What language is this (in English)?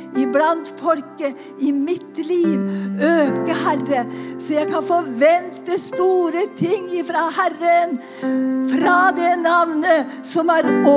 Norwegian